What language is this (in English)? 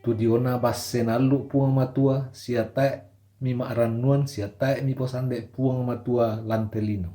Toraja-Sa'dan